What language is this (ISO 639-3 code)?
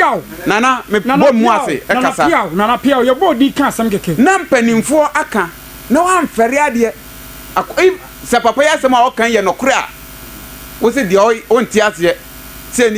aka